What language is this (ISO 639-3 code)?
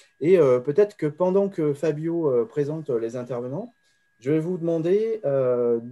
fra